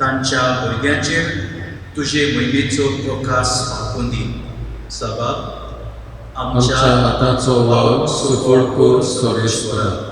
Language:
Konkani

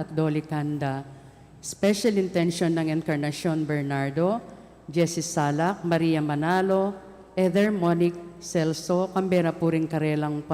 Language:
Pampanga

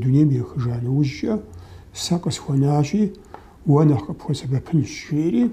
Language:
Kabardian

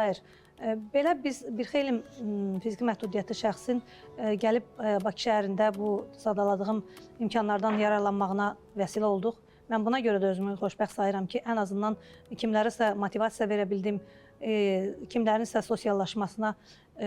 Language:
Azerbaijani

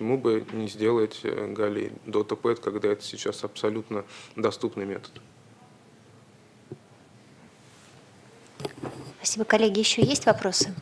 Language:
Russian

